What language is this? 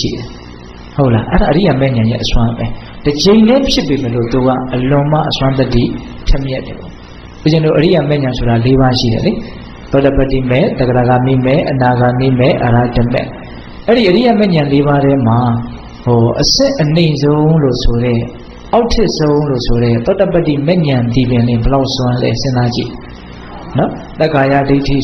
Burmese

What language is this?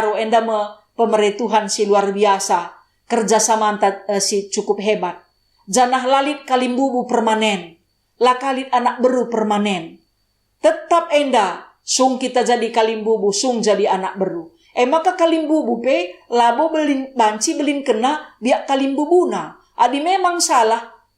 Batak Karo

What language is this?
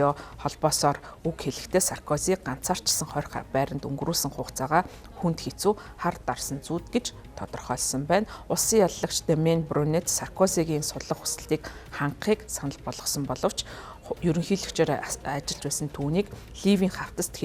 Mongolian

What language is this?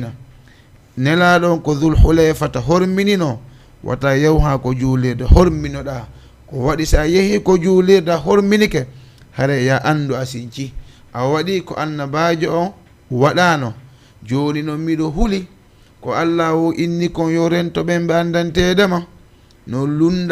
Fula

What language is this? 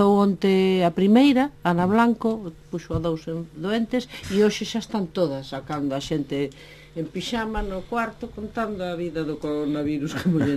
Galician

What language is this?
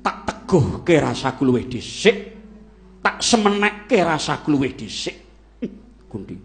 Javanese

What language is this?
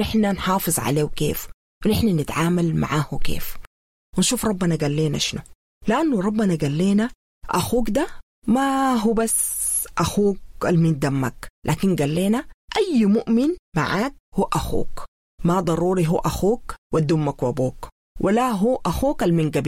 Sudanese Arabic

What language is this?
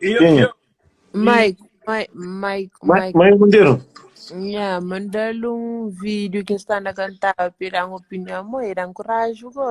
Kabuverdianu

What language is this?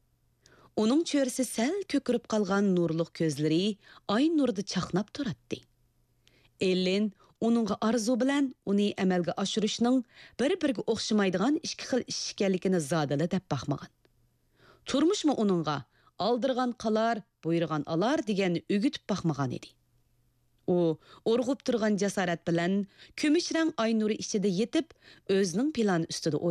Kyrgyz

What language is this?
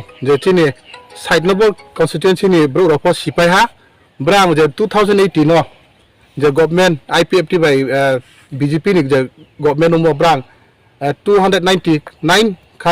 Riang (India)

